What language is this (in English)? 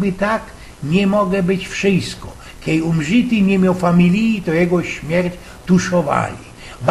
Silesian